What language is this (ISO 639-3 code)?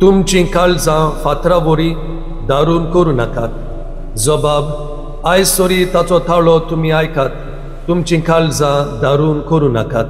kok